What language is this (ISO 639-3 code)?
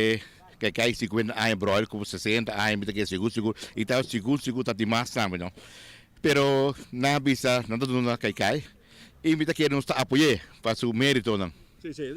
pap